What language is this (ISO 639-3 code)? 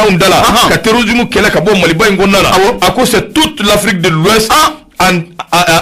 bam